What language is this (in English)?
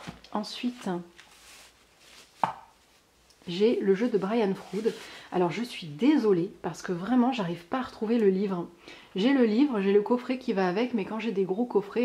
French